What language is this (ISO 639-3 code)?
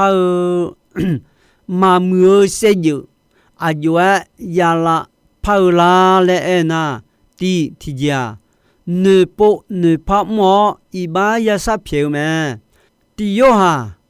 ahk